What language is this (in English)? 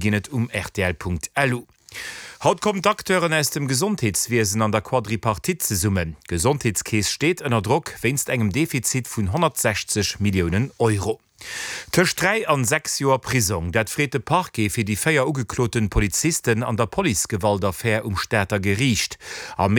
Luxembourgish